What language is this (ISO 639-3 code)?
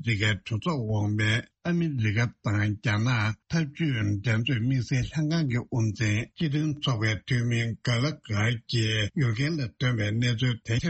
bod